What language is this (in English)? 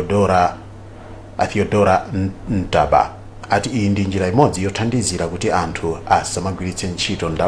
Nyanja